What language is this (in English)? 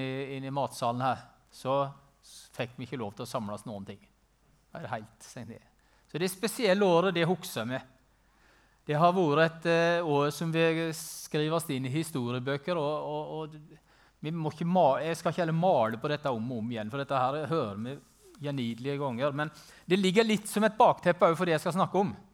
Norwegian